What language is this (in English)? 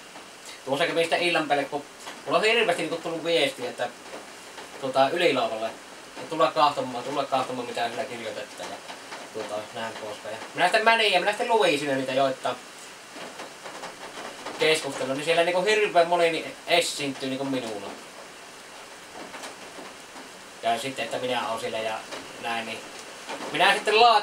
Finnish